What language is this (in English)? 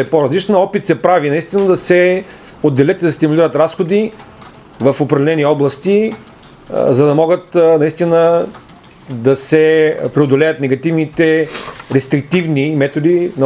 Bulgarian